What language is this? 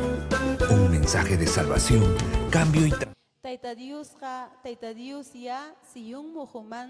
Ayacucho Quechua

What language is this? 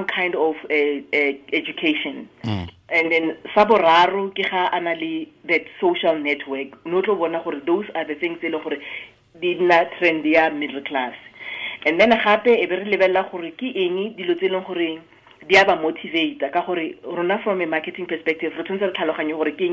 Tswana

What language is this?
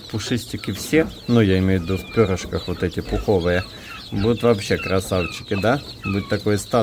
Russian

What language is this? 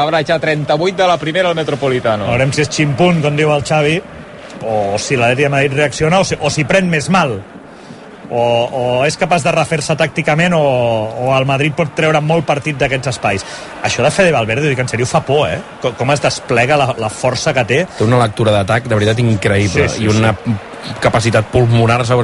Catalan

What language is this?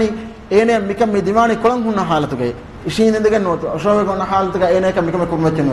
Divehi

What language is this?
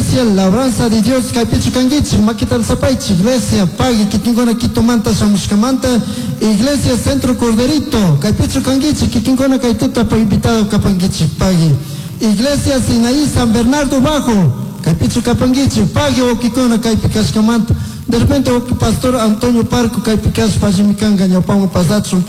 Chimborazo Highland Quichua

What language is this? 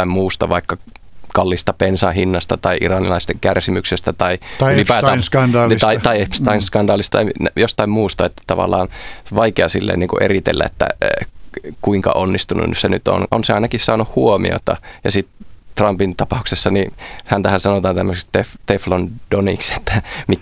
Finnish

